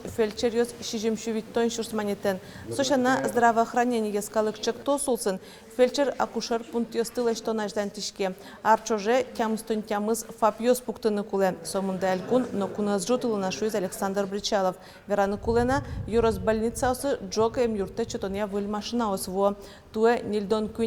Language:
Udmurt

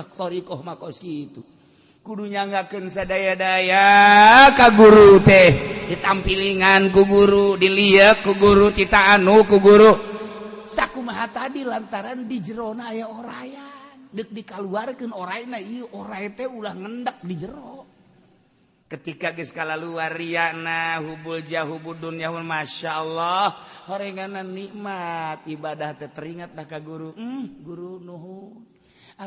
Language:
Sundanese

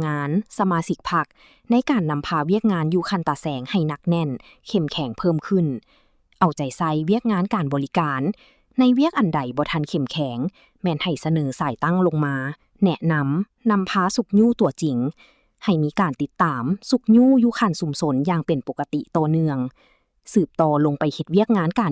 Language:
Lao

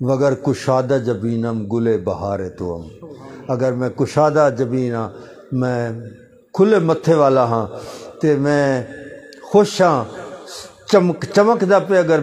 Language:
Saraiki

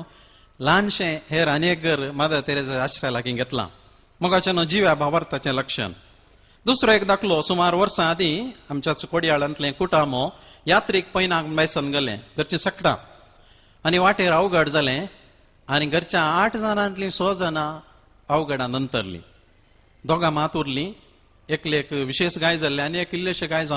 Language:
Konkani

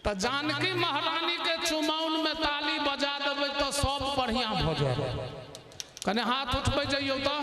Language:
Maithili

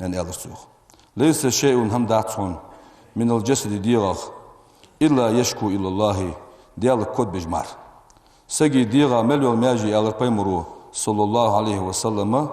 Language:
Ingush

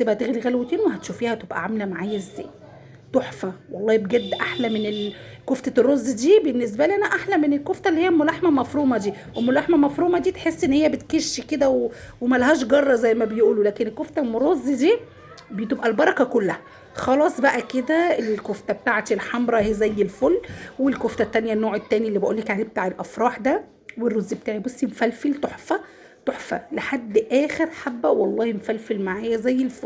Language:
Egyptian Arabic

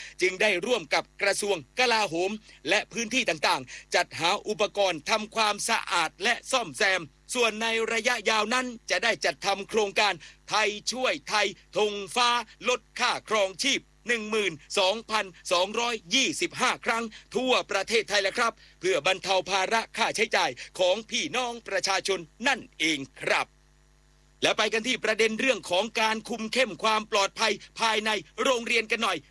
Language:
Thai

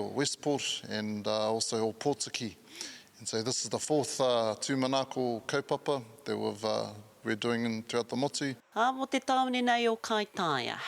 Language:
Māori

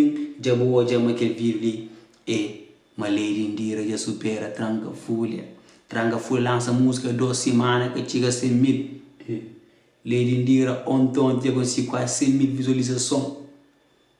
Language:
Kabuverdianu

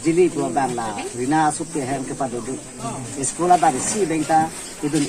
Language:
Karbi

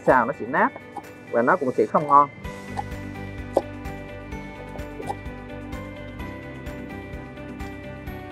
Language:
Vietnamese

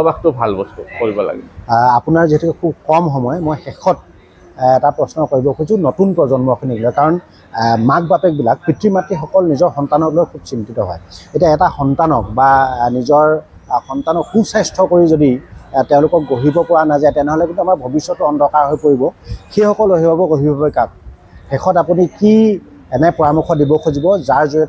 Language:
Assamese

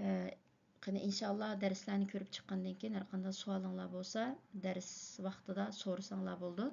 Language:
Uyghur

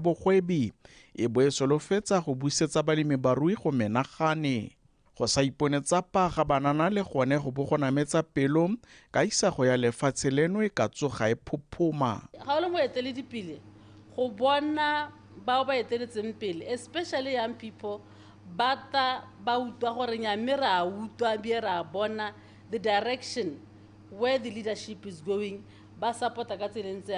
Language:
Tswana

